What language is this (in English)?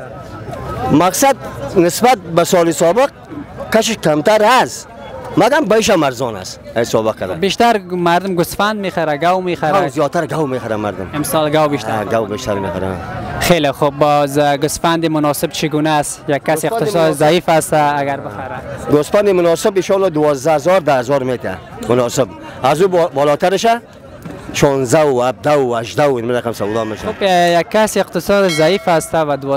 Persian